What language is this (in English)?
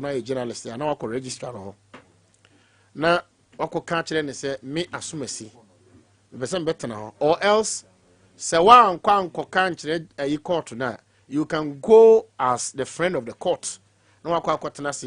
Akan